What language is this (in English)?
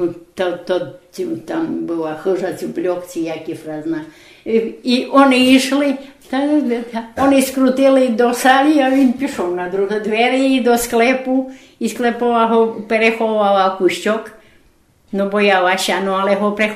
Rusyn